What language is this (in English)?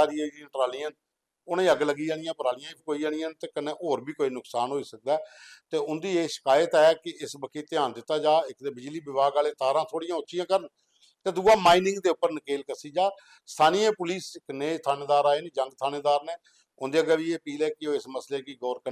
Dogri